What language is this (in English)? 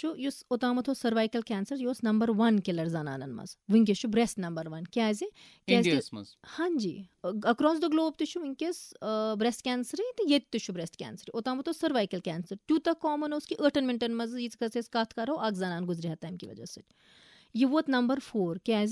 Kashmiri